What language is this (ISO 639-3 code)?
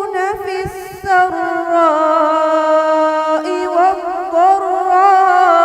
div